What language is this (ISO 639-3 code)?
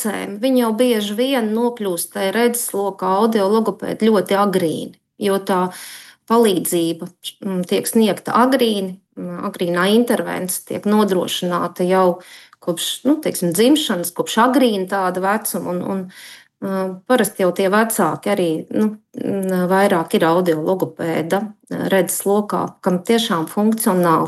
lav